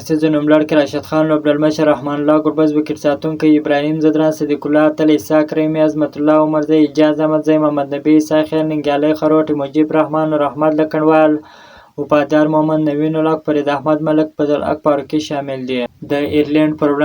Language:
Pashto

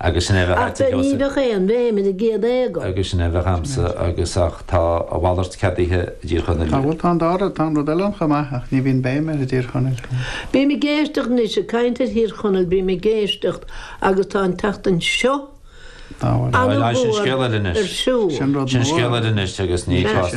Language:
Irish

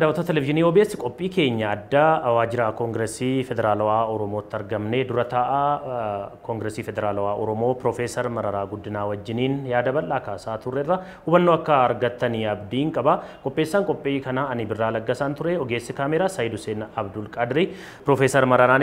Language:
Oromo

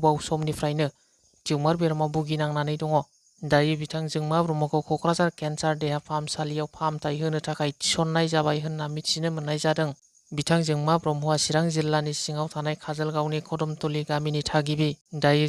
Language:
Bodo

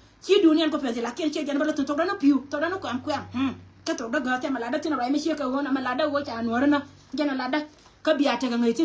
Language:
Nuer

